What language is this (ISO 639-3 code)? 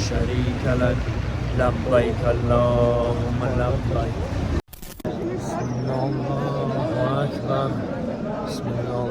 tgk